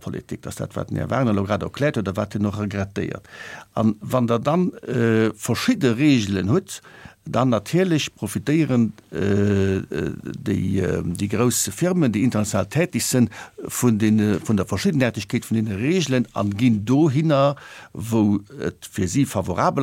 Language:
Luxembourgish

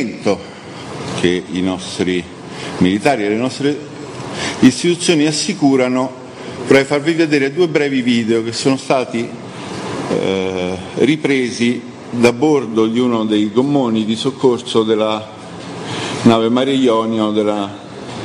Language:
Italian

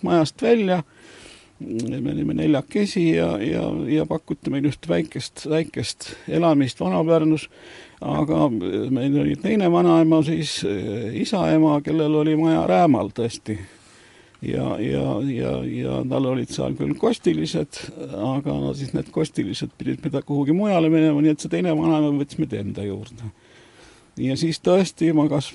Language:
Estonian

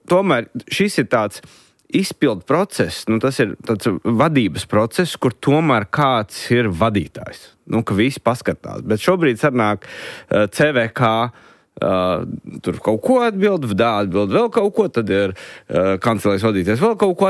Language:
Latvian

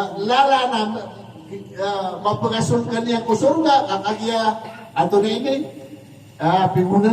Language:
Maranao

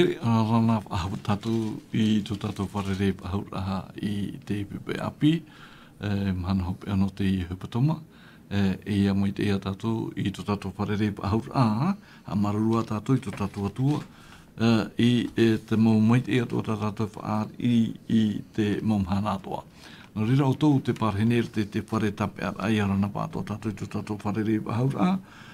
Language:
Tahitian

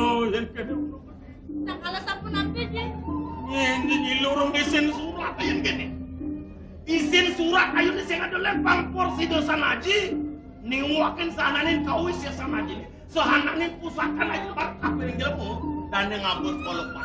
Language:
Balinese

